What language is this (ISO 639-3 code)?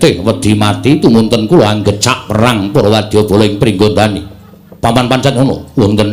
jav